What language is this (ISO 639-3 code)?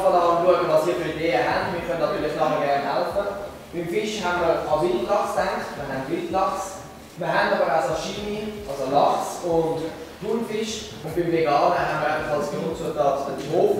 gsw